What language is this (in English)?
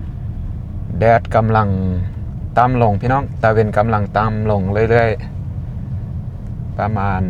Lao